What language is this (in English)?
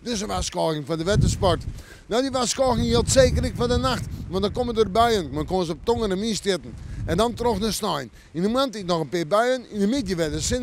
Western Frisian